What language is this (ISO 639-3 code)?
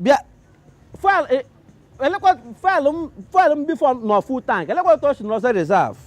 ibo